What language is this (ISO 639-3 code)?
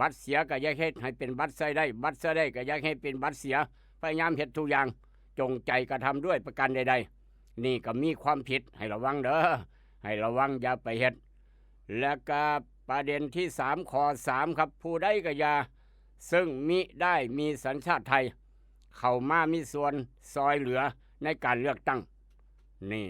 lao